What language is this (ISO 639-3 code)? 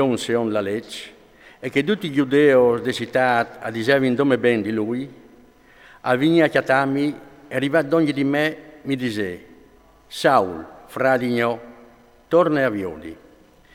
fur